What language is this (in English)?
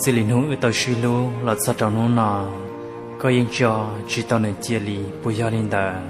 Hmong